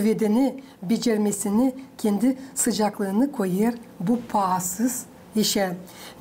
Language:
Gagauz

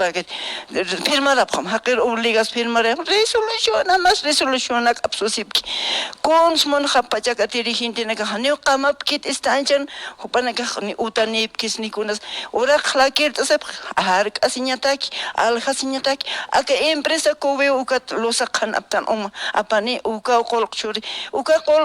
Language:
Aymara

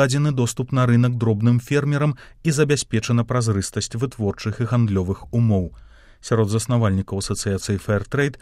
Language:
Belarusian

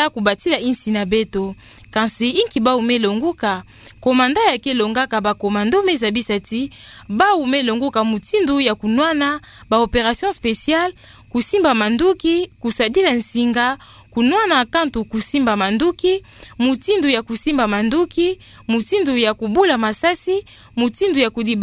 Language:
Kituba (Democratic Republic of Congo)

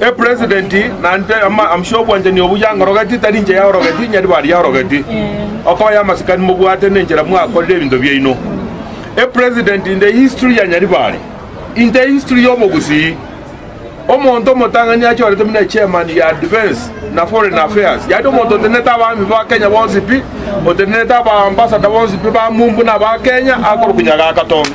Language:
Gusii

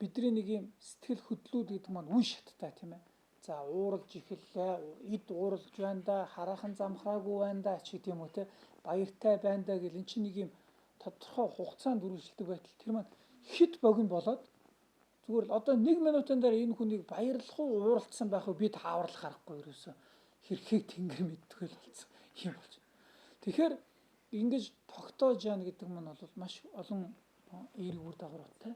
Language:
Mongolian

